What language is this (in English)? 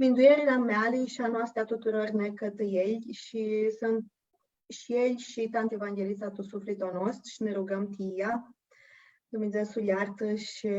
Aromanian